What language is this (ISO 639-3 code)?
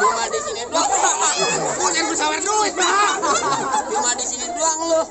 bew